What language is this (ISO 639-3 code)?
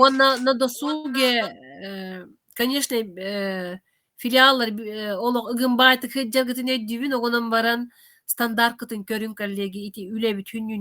sah